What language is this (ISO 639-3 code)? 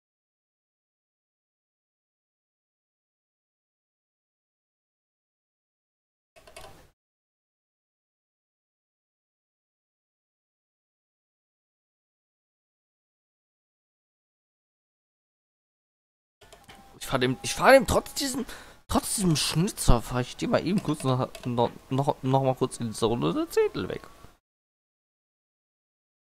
deu